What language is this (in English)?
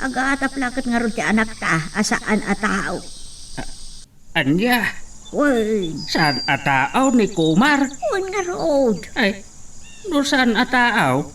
Iloko